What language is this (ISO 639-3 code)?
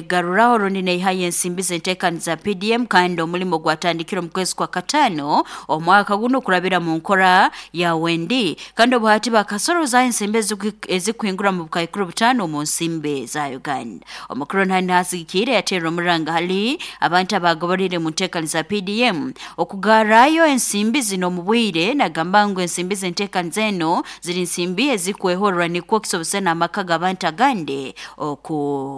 nyo